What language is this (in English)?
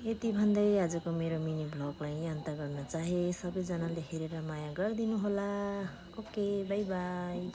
Nepali